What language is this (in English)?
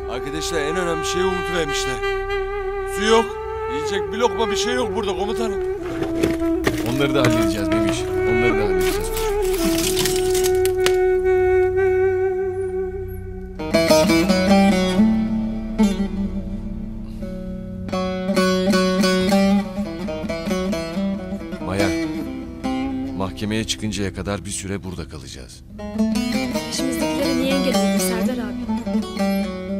Turkish